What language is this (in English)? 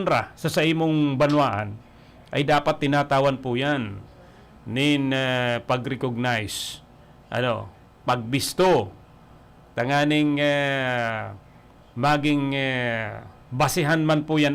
Bikol